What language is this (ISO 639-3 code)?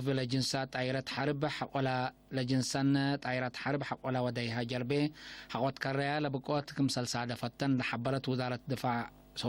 tig